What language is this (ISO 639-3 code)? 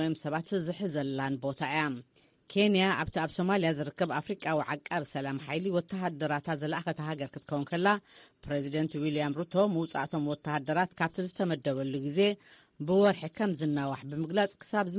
tir